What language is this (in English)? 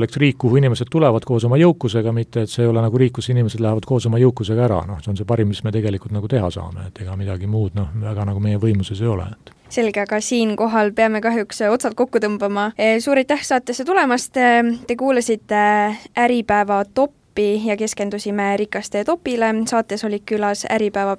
Estonian